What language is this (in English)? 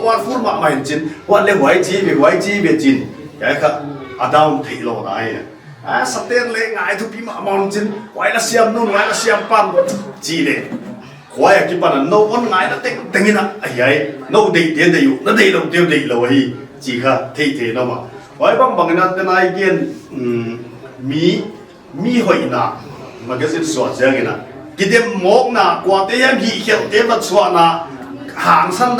Paite Chin